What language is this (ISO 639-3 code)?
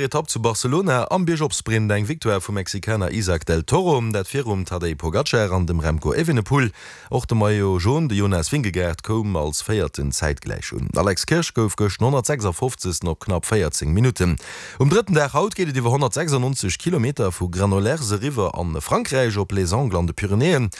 ltz